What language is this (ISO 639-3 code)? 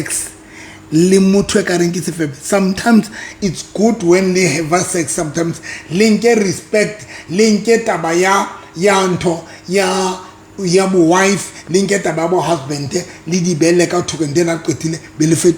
sot